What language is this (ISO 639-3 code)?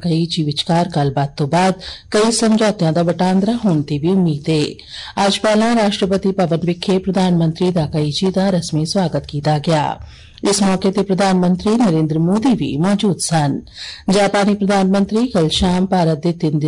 pan